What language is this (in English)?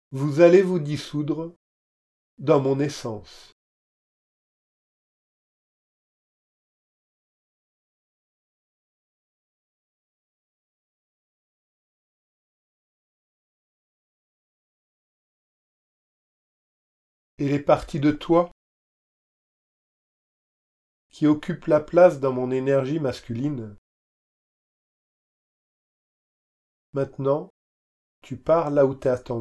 French